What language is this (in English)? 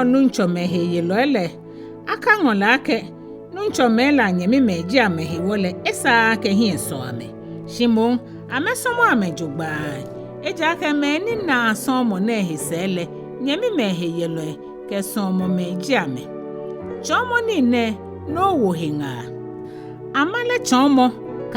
Ga